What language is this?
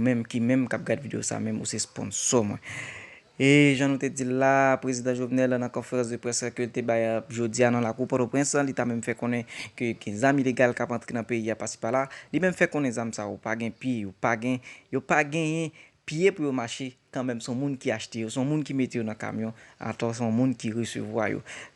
Haitian Creole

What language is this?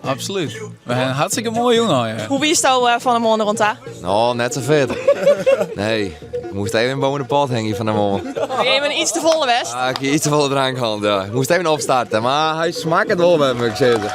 Western Frisian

